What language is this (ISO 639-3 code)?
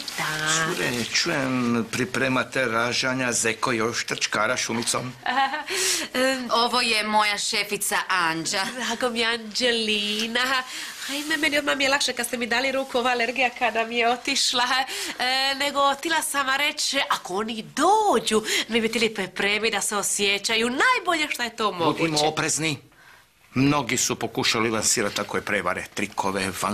hrv